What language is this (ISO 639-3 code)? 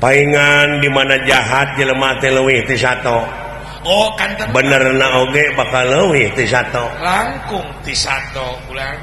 sun